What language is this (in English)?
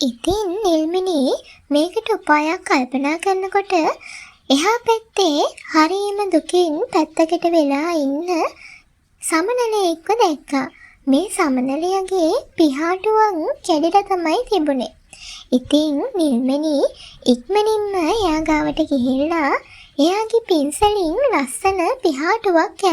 Sinhala